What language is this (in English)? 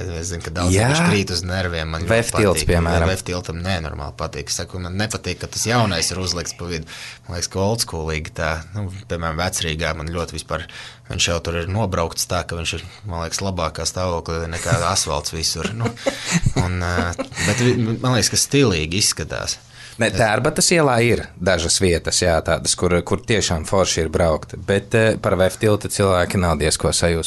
Latvian